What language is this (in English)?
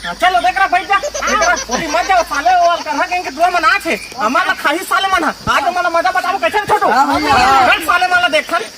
Chhattisgarhi